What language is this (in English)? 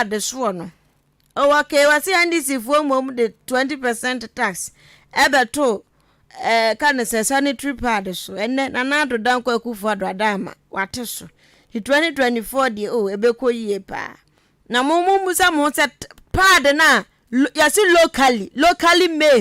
Akan